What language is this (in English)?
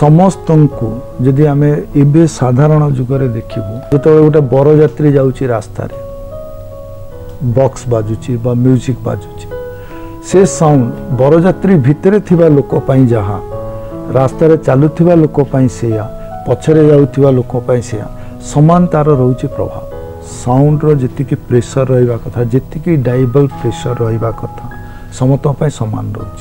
Odia